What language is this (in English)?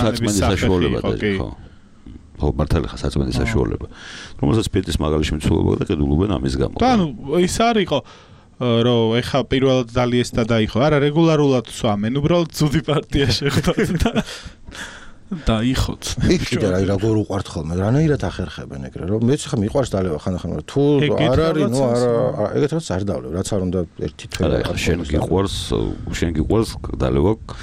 Georgian